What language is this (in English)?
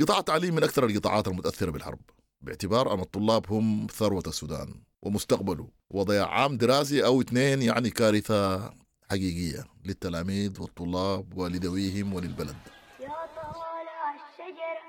Sudanese Arabic